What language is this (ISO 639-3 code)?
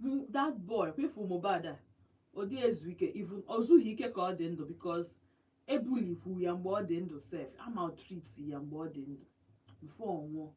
ibo